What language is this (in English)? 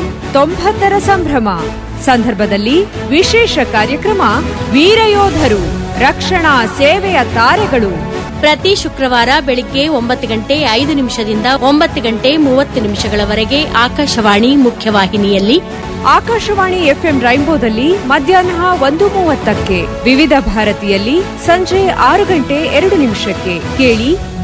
Kannada